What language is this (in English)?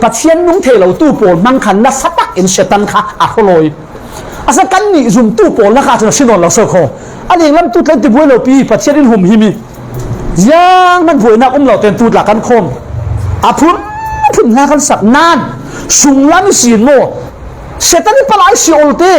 Falam Chin